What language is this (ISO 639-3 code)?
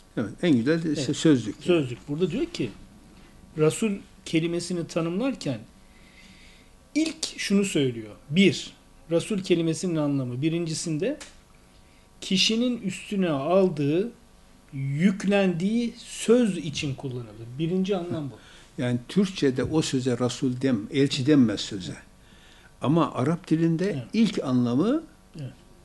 tur